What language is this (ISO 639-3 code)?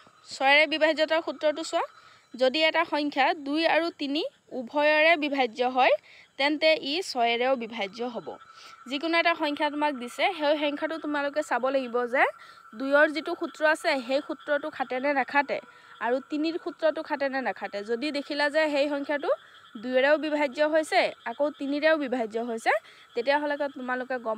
asm